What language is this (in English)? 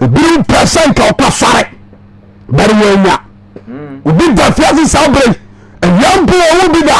Akan